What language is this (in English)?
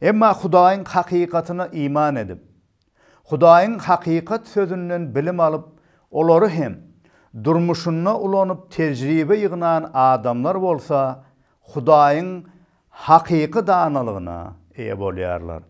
Turkmen